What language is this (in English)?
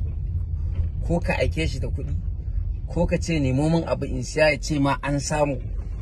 Hausa